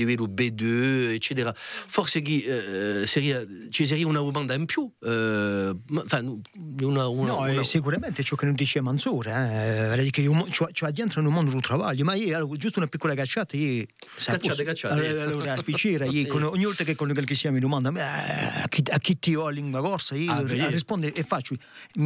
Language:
Corsican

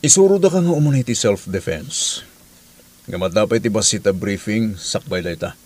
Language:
Iloko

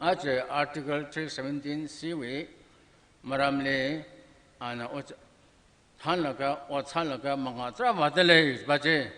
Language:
Tangkhul Naga (India)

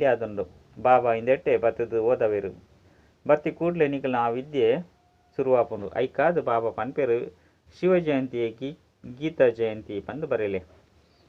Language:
Tulu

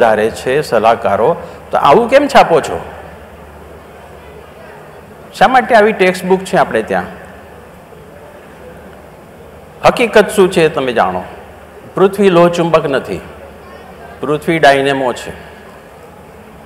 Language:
Gujarati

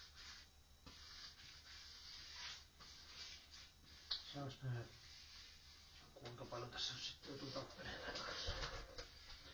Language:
Finnish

